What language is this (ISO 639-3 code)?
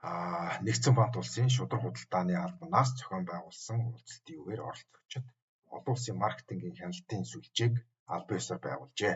mon